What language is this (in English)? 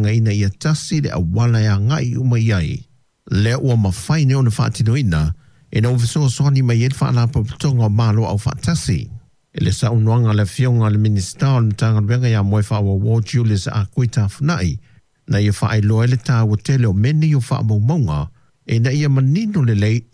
Samoan